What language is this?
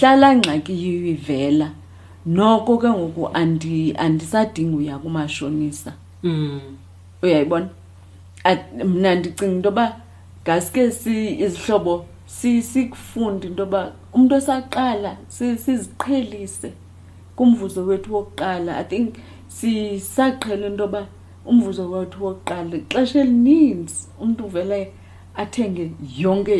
Xhosa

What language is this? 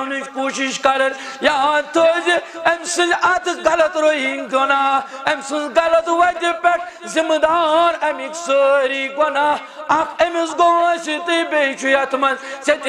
Kashmiri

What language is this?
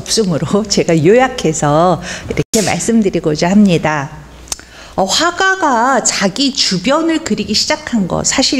Korean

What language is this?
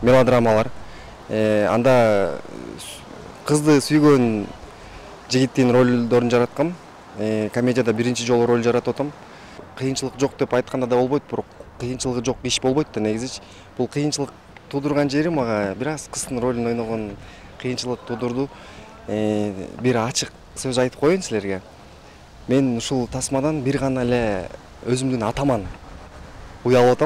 Kyrgyz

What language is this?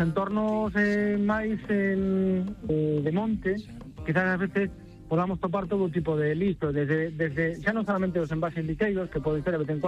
Galician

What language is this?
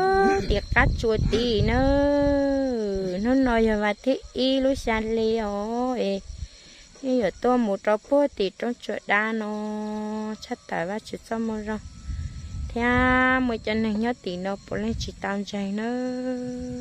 Hmong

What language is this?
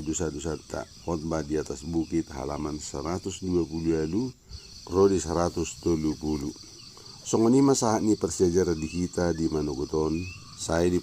Batak Toba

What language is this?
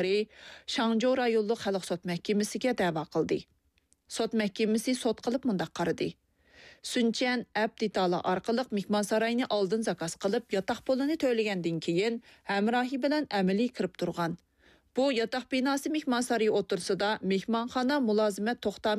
Uyghur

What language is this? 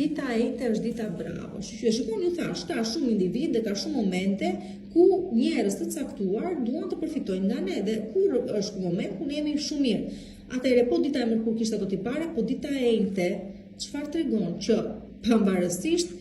Albanian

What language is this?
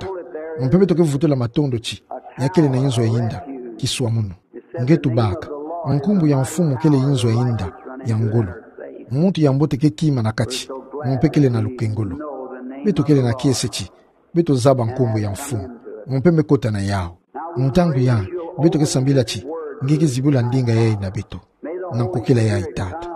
Kituba (Democratic Republic of Congo)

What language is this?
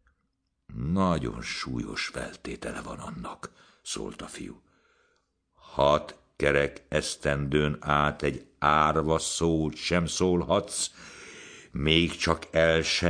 Hungarian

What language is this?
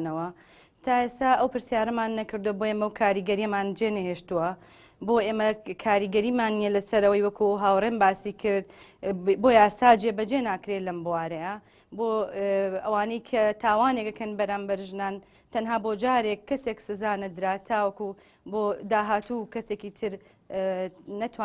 Central Kurdish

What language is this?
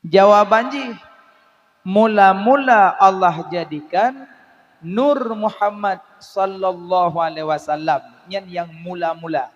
Achinese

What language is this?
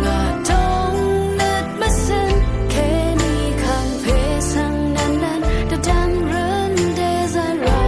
Rawang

